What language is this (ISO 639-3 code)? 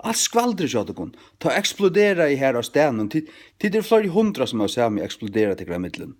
fao